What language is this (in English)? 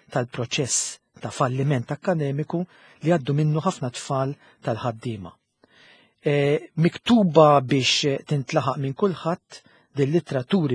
Maltese